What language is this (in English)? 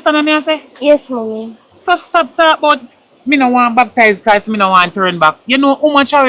Jamaican Creole English